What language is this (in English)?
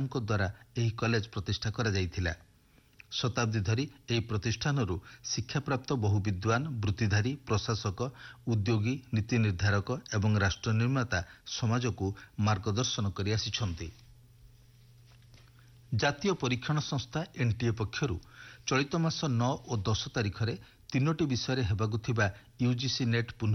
Odia